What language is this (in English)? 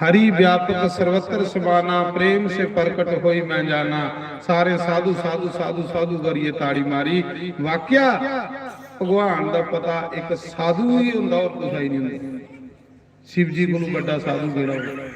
Dogri